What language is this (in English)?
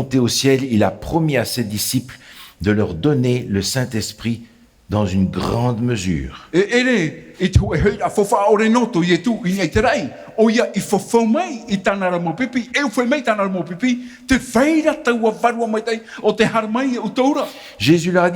Tahitian